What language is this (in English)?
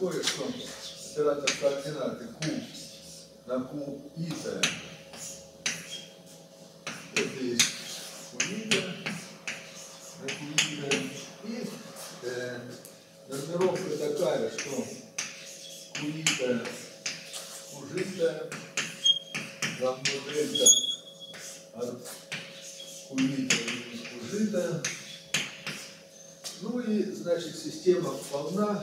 Russian